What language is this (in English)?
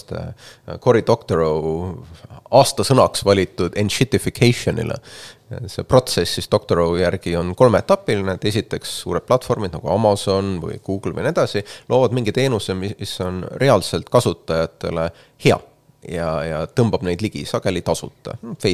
Estonian